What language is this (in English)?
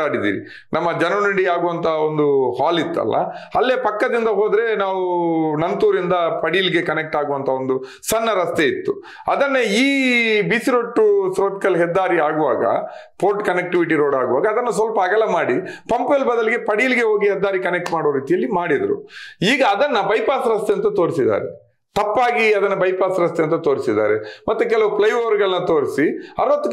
Kannada